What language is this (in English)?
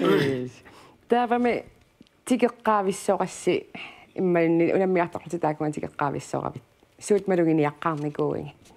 Kalaallisut